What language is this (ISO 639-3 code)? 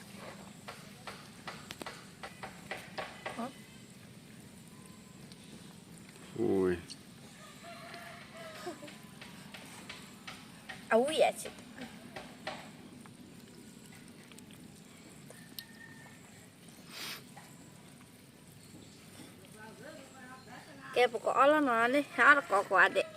ksw